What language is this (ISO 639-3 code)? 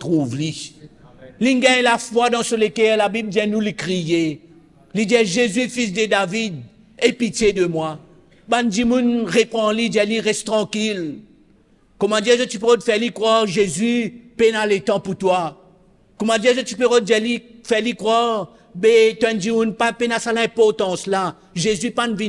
mfe